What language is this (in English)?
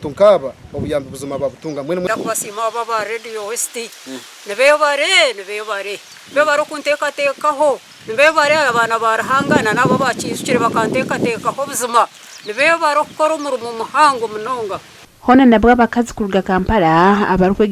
Nyankole